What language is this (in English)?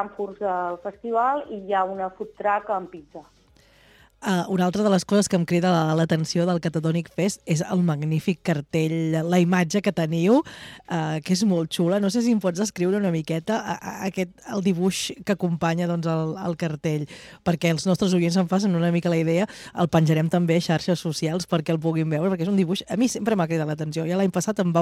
Catalan